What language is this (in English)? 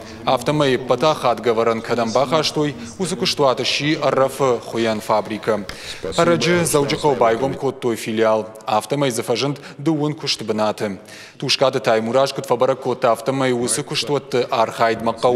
Ossetic